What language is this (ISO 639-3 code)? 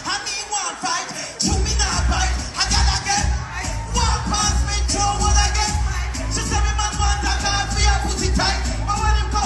jam